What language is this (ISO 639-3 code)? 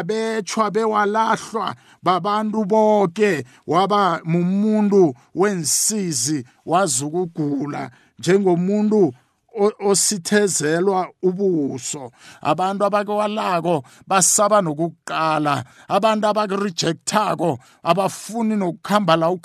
nbl